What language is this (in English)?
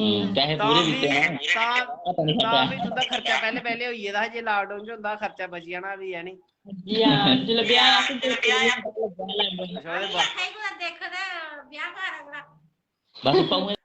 Dogri